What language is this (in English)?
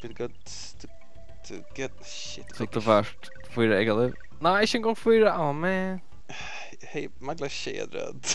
Faroese